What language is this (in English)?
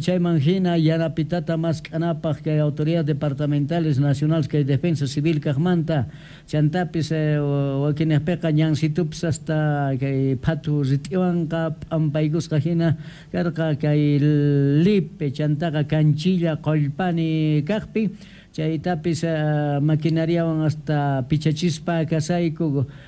South Bolivian Quechua